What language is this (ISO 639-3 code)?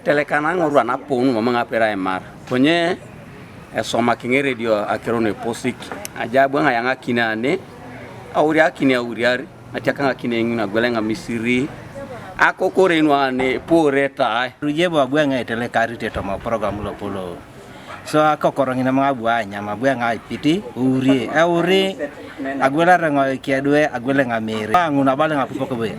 teo